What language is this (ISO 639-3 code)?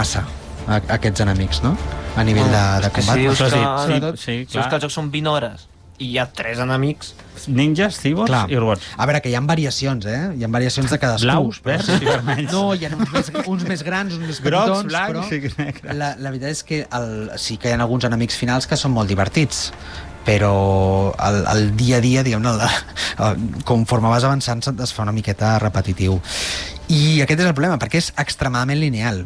cat